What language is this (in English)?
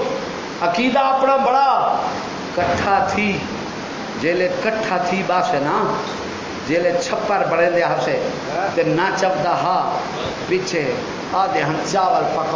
Saraiki